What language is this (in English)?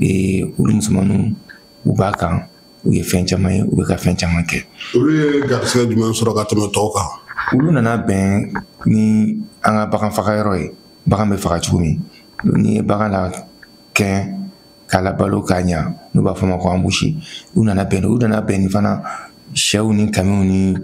Bambara